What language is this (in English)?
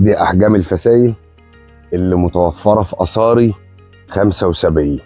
Egyptian Arabic